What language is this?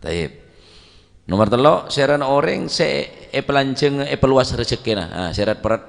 Madurese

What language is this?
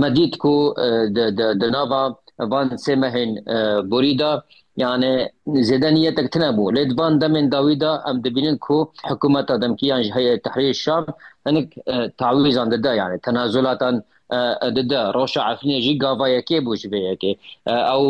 Kurdish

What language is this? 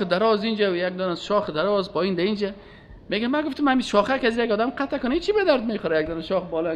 Persian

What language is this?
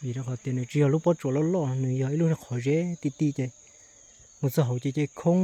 Hmong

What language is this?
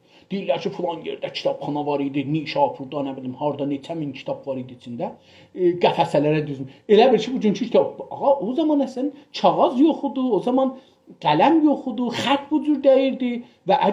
South Azerbaijani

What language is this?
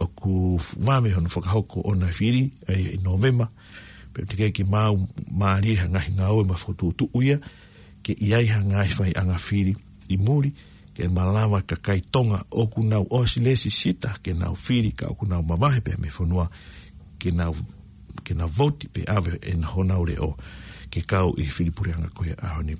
Tongan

